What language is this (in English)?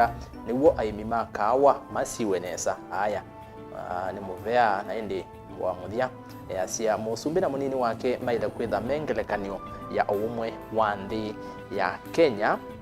Kamba